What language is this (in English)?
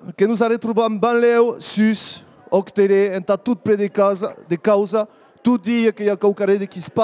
Occitan